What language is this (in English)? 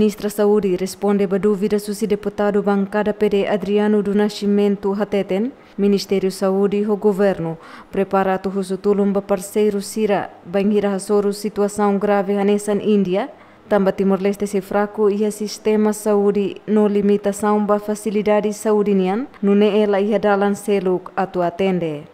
Tetum